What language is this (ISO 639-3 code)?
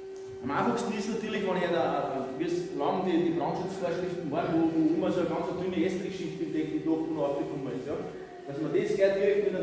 deu